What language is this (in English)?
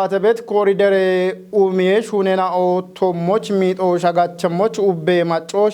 Kafa